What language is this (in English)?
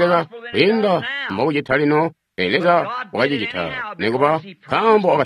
Tonga (Zambia)